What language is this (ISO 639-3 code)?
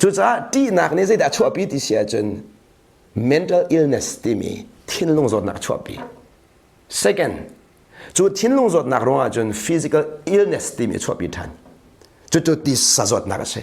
cnh